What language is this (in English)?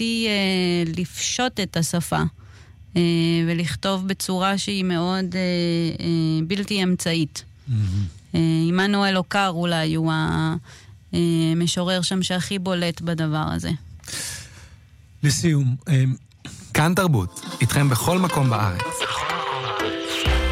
Hebrew